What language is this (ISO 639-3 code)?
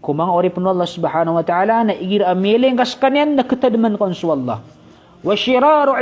mrw